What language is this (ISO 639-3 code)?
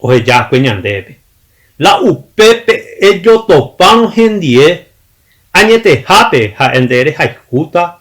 grn